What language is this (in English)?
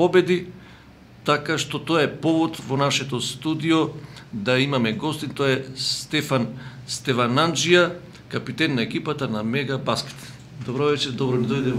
Macedonian